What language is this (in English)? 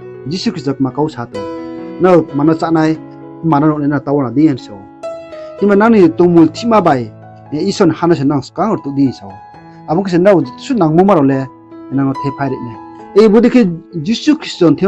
Riang (India)